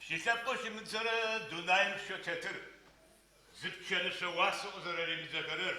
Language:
Adyghe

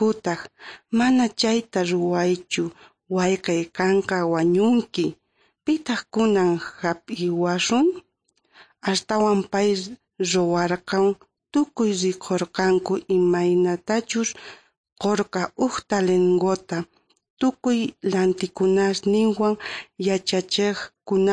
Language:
South Bolivian Quechua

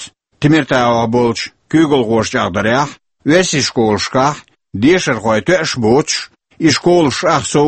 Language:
Chechen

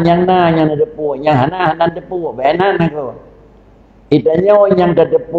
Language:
Achinese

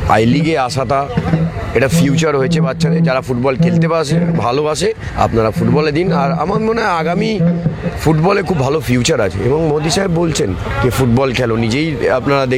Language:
Bangla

